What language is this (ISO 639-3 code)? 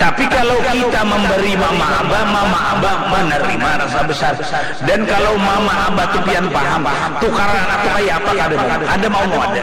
bjn